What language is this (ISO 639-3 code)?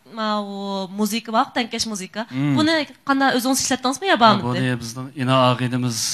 uig